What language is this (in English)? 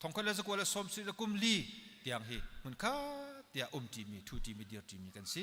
Hakha Chin